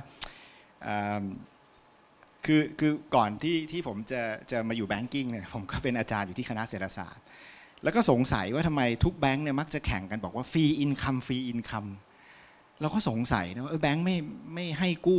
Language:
Thai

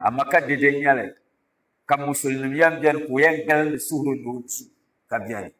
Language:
Dagbani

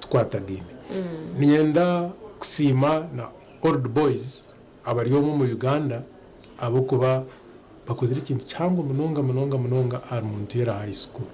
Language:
Nyankole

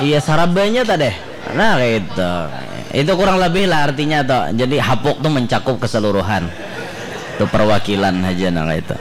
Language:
Banjar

